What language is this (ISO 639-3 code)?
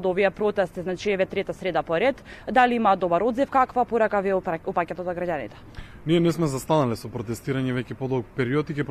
mkd